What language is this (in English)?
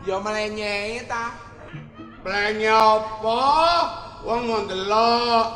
Javanese